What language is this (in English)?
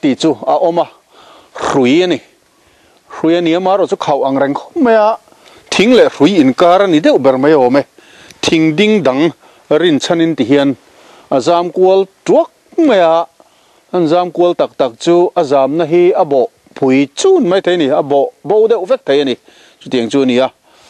Mizo